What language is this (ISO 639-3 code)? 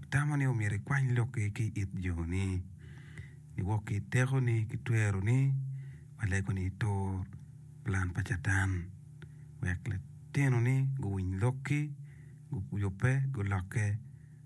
ach